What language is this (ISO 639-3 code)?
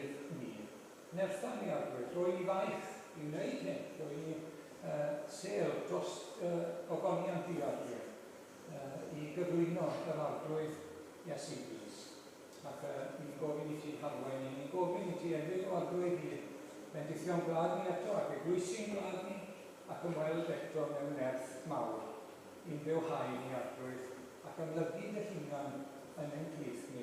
cym